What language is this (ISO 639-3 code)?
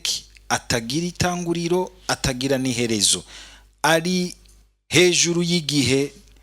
run